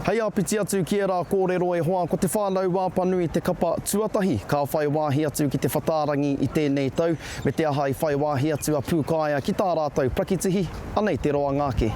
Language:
Māori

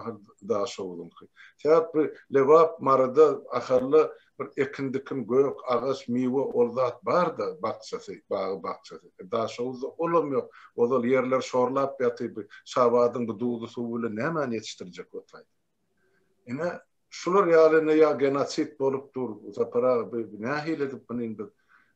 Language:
Turkmen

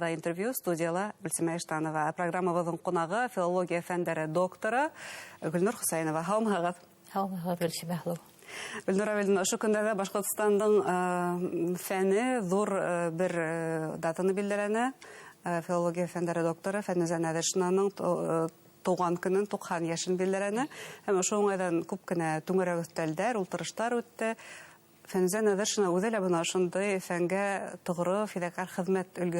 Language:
Bashkir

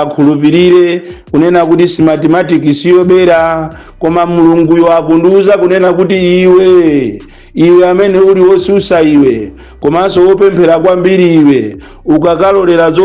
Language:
Nyanja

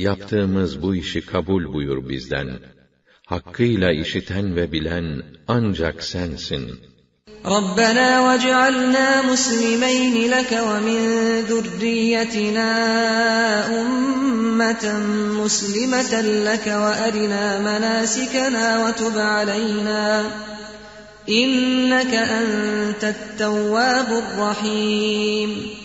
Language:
Turkish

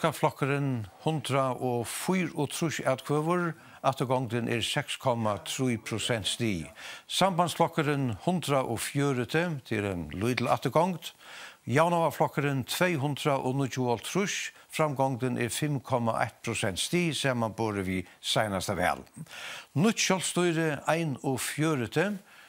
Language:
Faroese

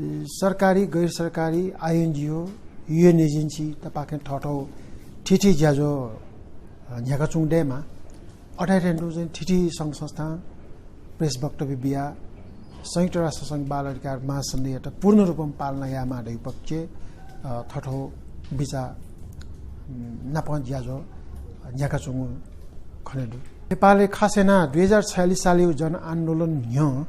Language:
Newari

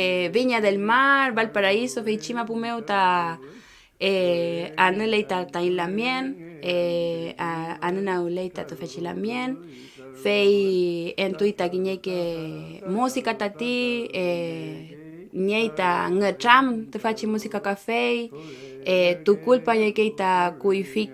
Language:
Mapuche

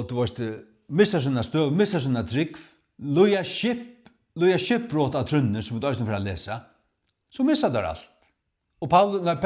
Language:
Faroese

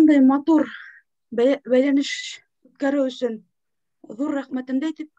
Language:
Bashkir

